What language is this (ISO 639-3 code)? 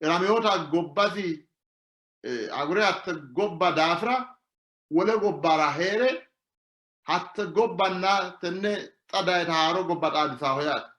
sid